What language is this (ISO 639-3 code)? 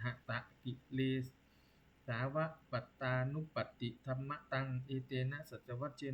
pli